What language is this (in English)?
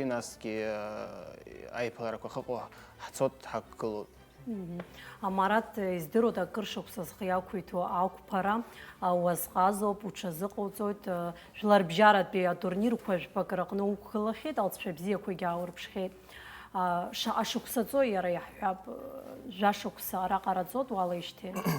Abkhazian